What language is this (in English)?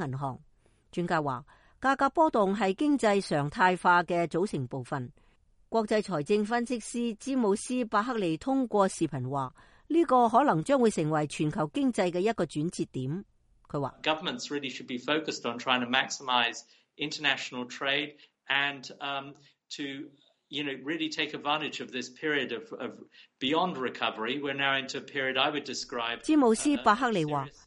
Cantonese